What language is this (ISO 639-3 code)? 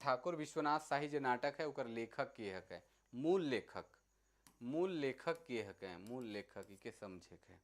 sck